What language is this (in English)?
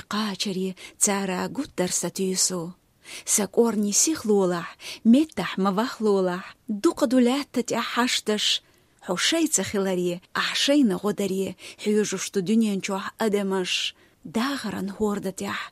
Chechen